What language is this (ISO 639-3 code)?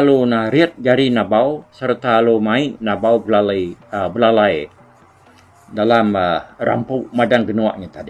iba